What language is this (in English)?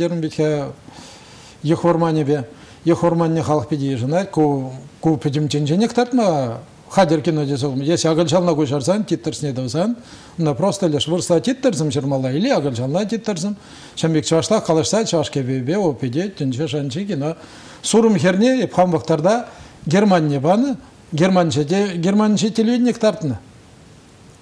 Chuvash